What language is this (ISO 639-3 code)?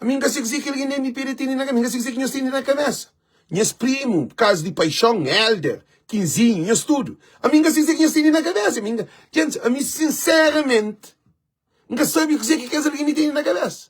kea